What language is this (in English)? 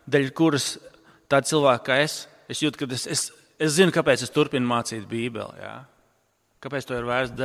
Latvian